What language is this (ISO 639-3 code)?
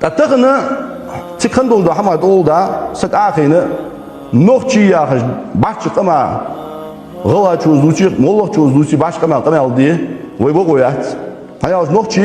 inh